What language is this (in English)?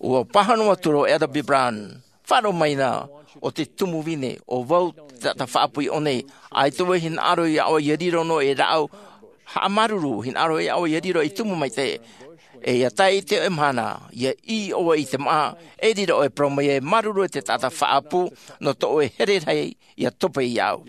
Tahitian